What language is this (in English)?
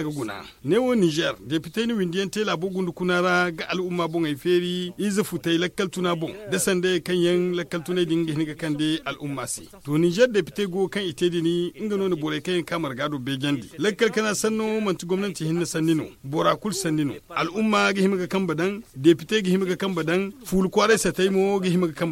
Zarma